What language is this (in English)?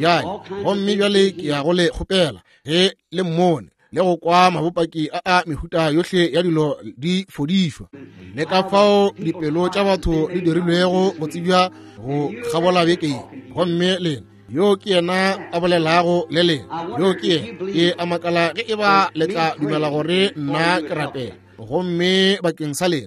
Northern Sotho